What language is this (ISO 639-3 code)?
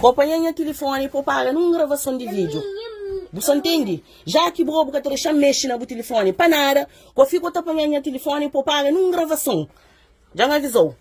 kea